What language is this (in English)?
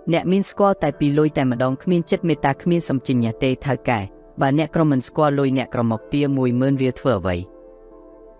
Khmer